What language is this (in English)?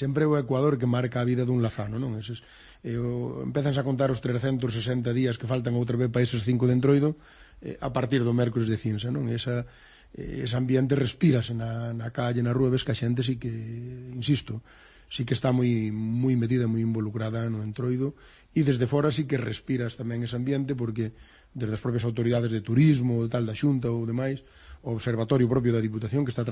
Galician